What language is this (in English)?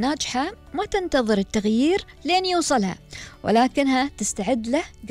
Gulf Arabic